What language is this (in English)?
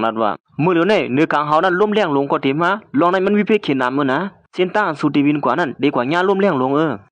Shan